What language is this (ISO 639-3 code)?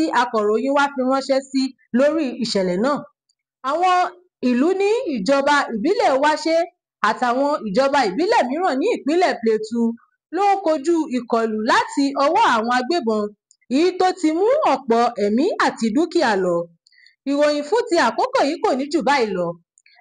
yor